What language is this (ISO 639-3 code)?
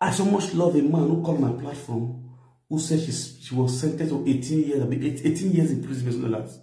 pcm